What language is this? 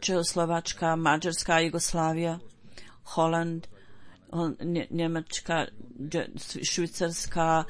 Bosnian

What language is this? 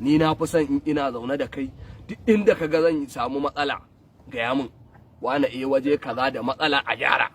Hausa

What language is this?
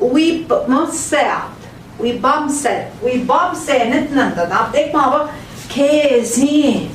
Central Ojibwa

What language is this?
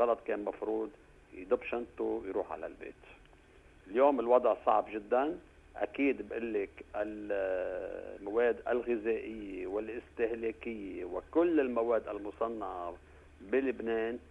North Levantine Arabic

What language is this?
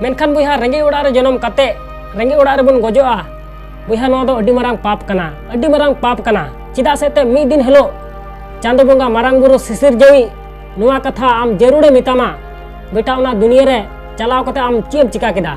Santali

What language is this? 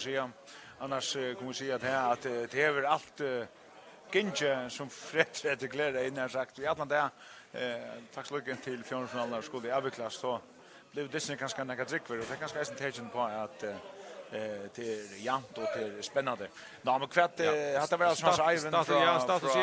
Faroese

